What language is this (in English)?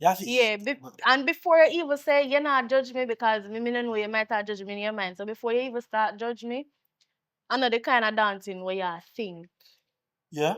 Jamaican Creole English